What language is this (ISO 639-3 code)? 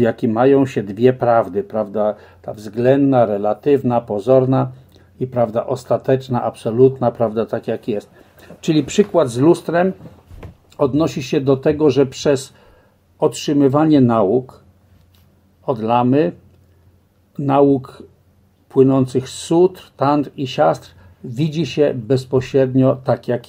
pol